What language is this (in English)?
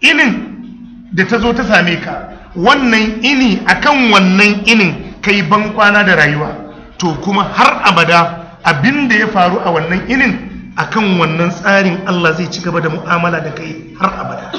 Hausa